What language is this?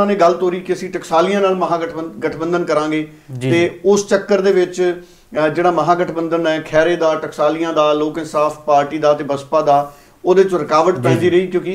Punjabi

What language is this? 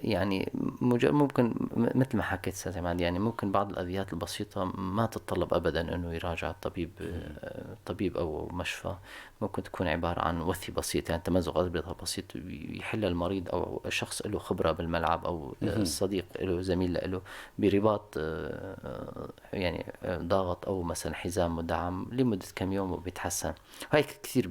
North Levantine Arabic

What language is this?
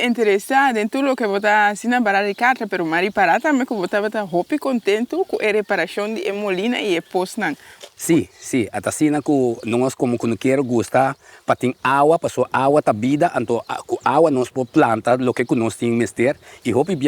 Papiamento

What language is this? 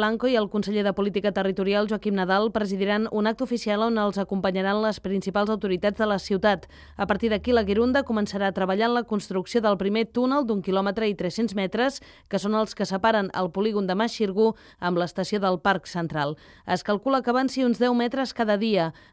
Catalan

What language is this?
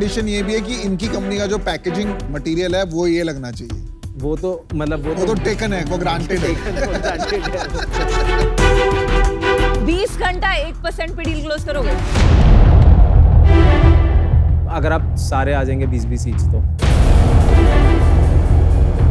Hindi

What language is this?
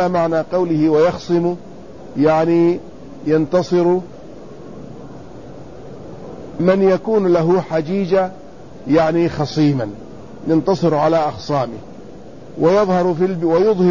Arabic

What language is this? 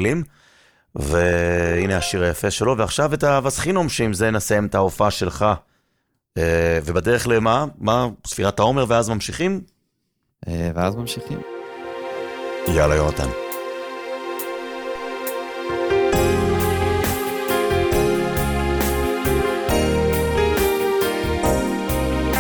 Hebrew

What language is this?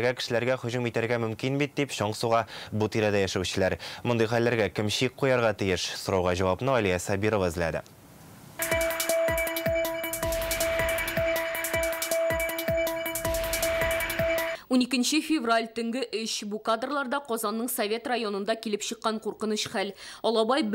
Tatar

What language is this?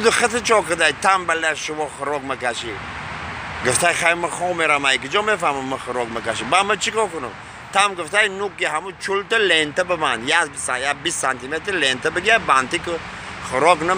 Tajik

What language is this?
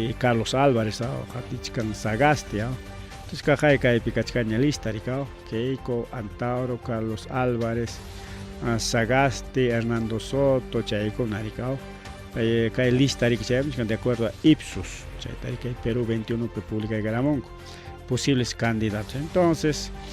Ayacucho Quechua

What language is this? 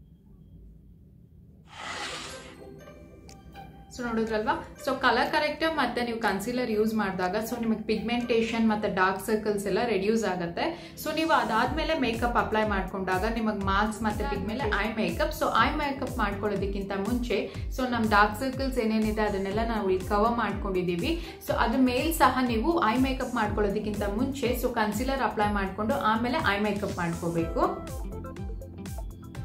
Kannada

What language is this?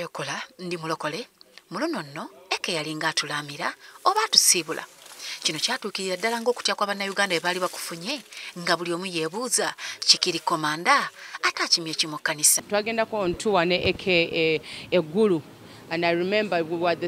Ganda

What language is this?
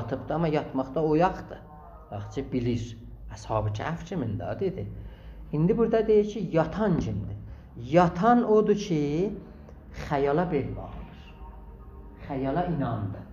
South Azerbaijani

